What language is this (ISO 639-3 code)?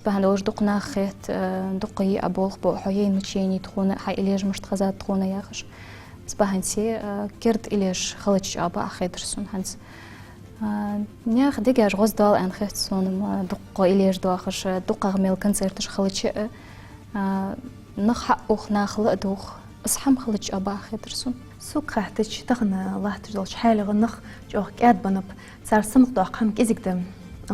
inh